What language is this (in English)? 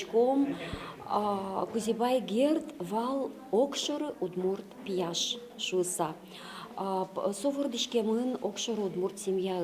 Udmurt